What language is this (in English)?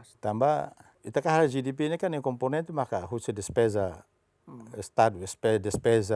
Tetum